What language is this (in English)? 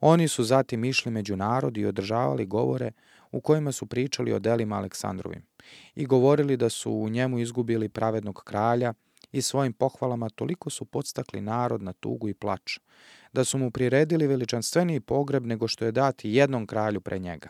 Serbian